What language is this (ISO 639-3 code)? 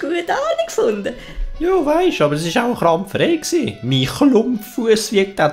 gsw